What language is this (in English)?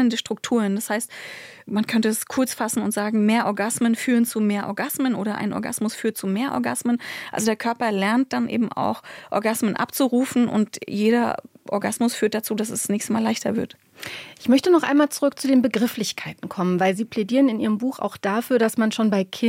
German